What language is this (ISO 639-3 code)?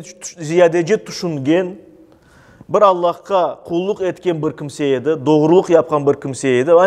crh